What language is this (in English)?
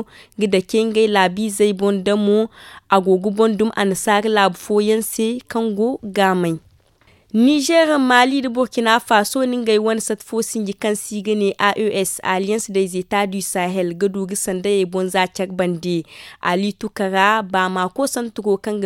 Zarma